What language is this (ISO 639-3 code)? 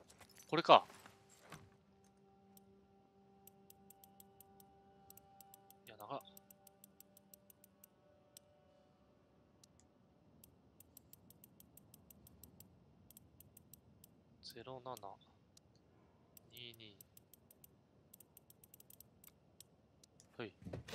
jpn